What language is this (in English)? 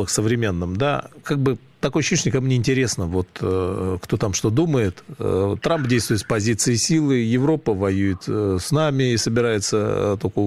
Russian